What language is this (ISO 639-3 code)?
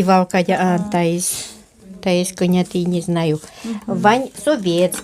udm